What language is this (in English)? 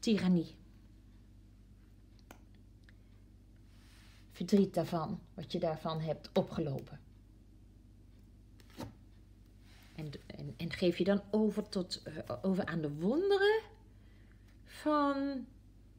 Dutch